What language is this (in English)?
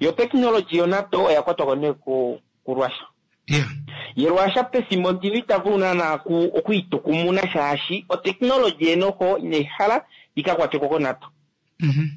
Kuanyama